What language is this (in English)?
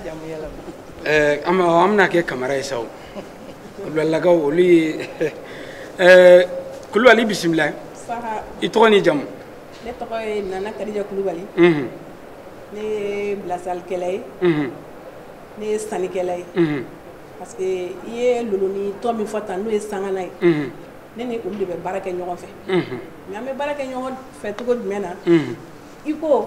Bambara